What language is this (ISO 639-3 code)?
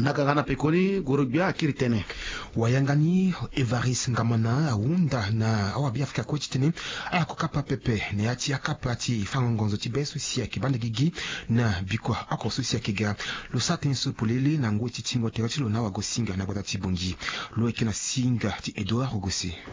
sag